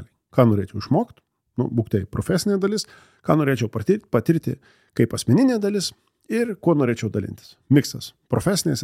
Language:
Lithuanian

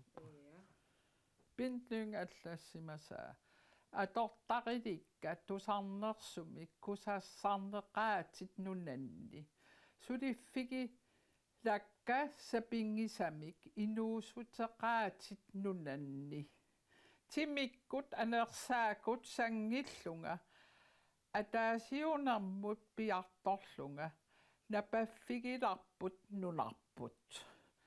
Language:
Kalaallisut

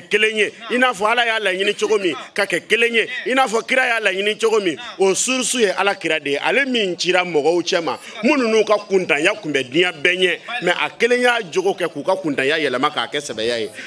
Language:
Bambara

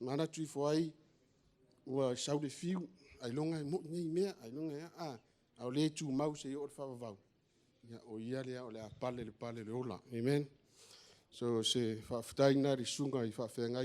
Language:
Samoan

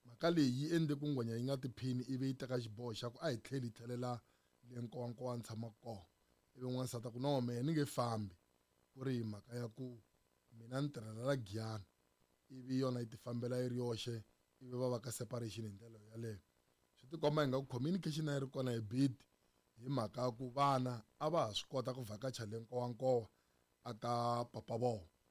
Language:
Tsonga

